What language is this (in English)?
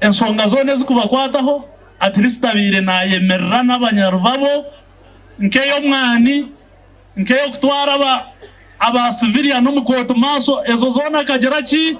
Nyankole